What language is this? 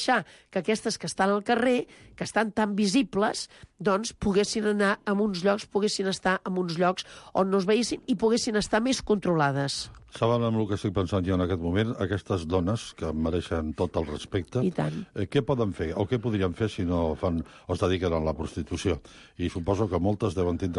Catalan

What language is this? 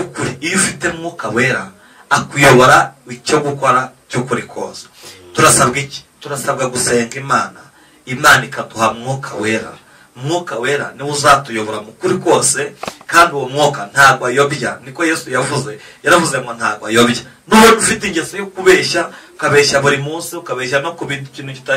Kinyarwanda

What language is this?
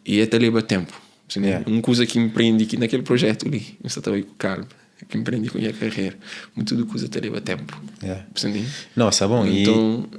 Kabuverdianu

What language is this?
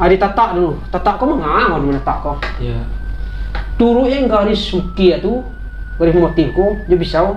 Minangkabau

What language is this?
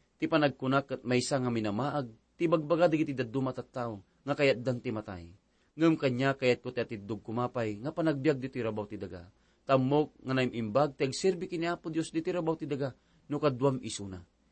Iloko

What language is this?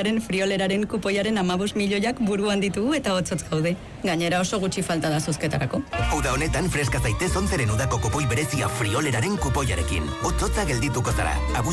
Basque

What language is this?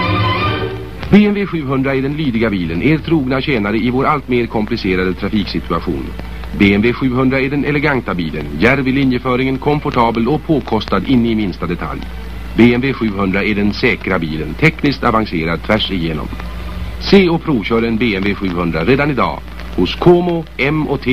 Swedish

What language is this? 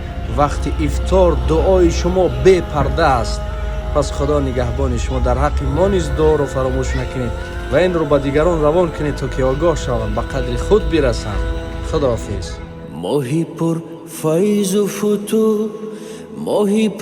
Tajik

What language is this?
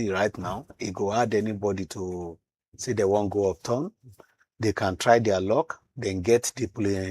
Nigerian Pidgin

